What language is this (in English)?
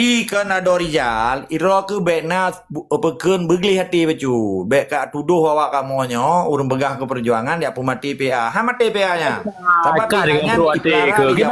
Achinese